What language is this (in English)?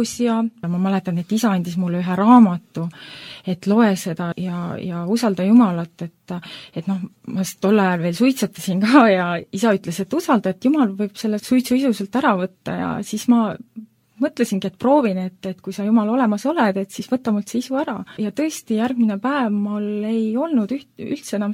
Estonian